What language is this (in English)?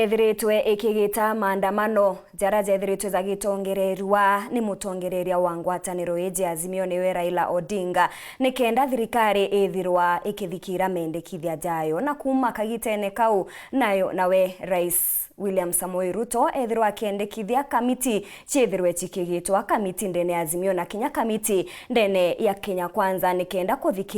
Meru